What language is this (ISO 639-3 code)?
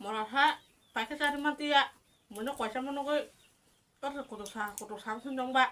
trp